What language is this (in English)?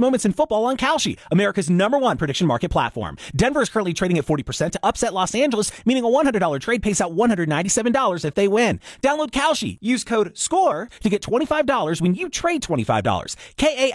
English